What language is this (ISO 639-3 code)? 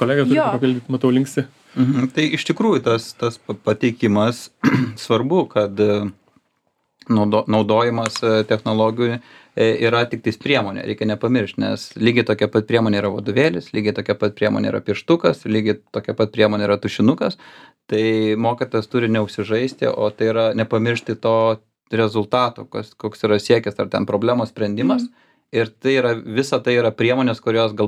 lit